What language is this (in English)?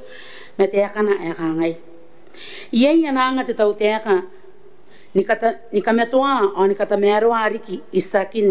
Gilbertese